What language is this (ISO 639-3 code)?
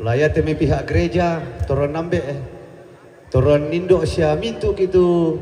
sda